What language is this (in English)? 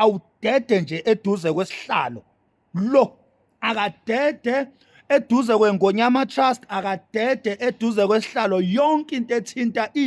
Zulu